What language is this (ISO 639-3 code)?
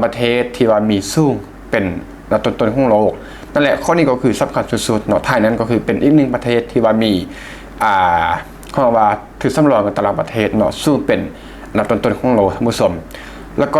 lao